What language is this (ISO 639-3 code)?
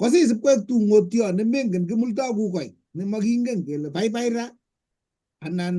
kln